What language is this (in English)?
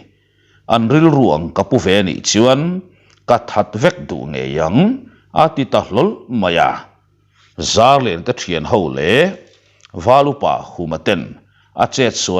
Mizo